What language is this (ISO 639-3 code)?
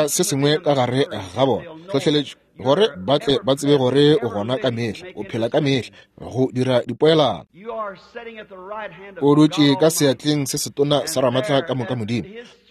nso